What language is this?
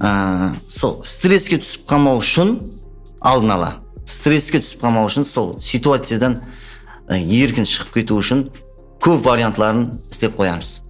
Kara-Kalpak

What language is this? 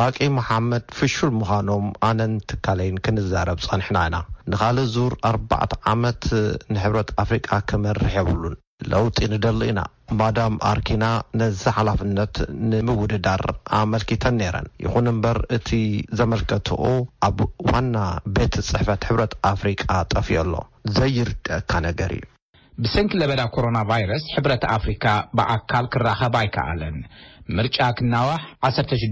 Tigrinya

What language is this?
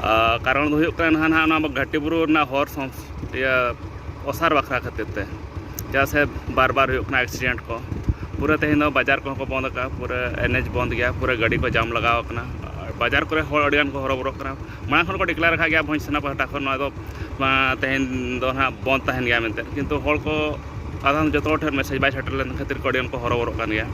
Santali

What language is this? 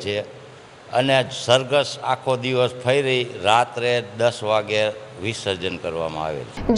Gujarati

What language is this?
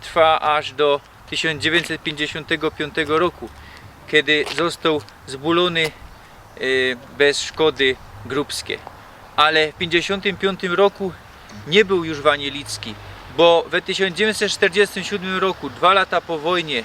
Silesian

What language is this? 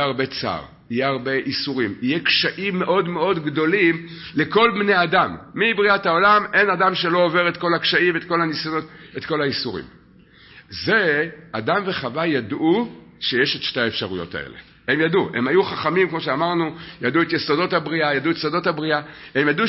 Hebrew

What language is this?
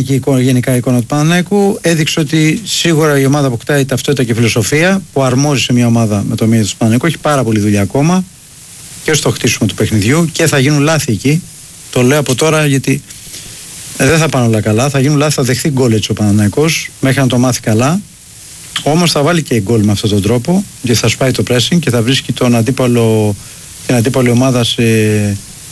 Greek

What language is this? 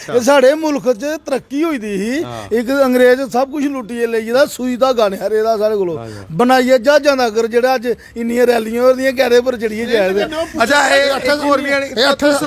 Dogri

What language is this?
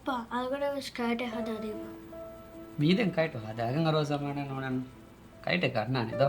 Divehi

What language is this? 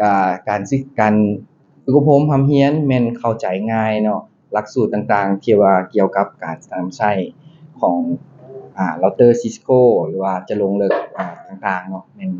Lao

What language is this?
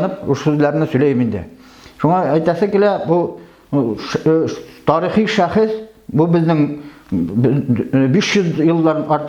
Bashkir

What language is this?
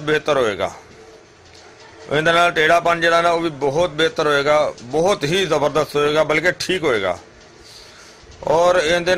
Punjabi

